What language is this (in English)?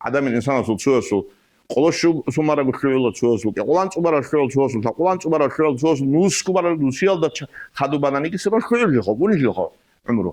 Avaric